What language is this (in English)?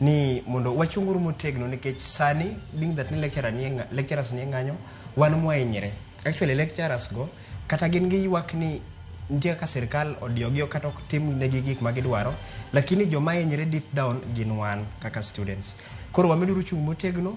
Luo (Kenya and Tanzania)